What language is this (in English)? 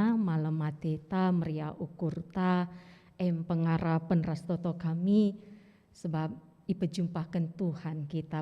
Batak Karo